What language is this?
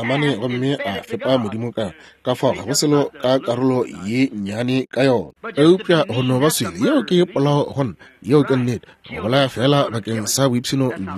Northern Sotho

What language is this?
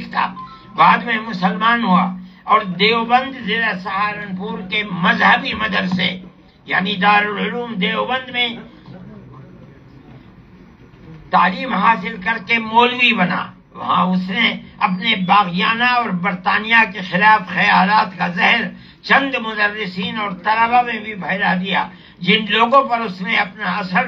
Urdu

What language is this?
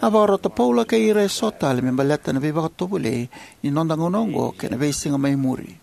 Fijian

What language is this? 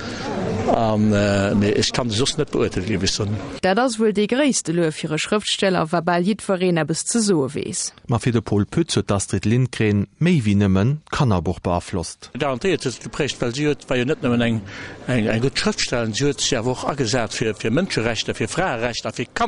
Luxembourgish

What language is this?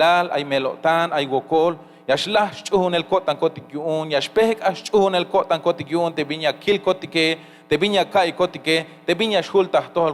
Tzeltal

